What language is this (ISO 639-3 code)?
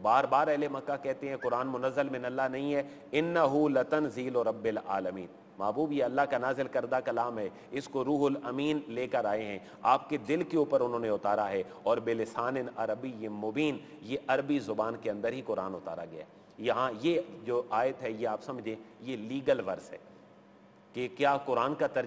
urd